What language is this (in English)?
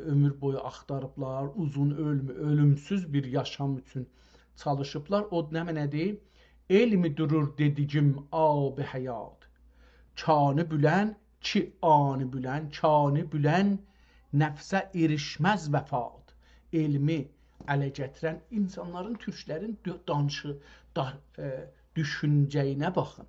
South Azerbaijani